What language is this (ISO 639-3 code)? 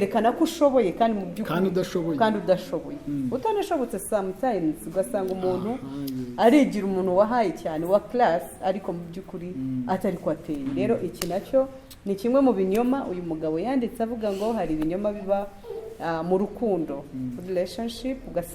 kin